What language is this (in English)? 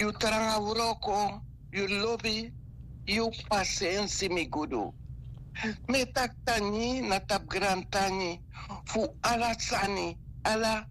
Sranan Tongo